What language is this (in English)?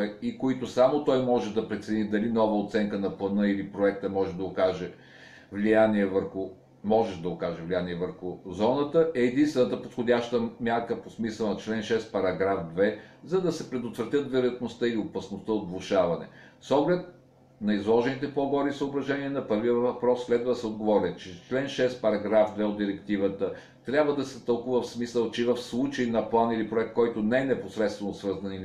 Bulgarian